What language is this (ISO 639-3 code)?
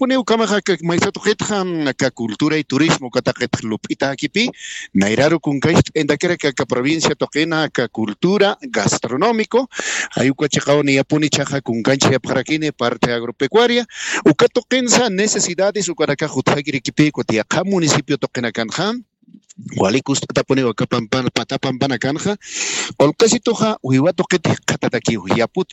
aym